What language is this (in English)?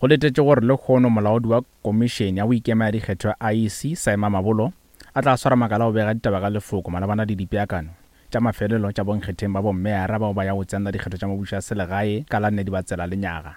Northern Sotho